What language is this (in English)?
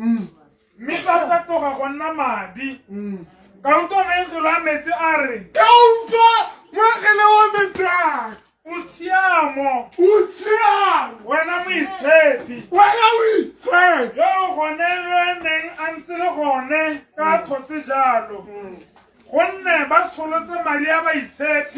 Tswana